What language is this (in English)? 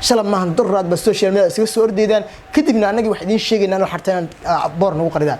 Somali